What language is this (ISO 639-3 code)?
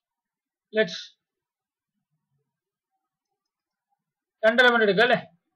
mal